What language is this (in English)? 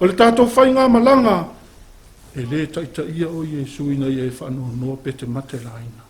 Samoan